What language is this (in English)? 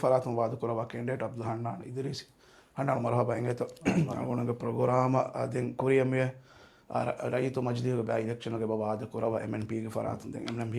Divehi